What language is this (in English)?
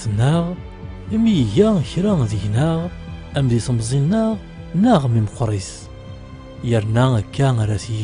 Kabyle